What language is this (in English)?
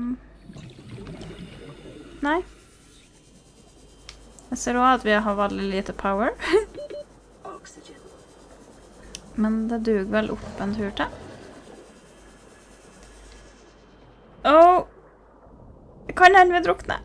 Norwegian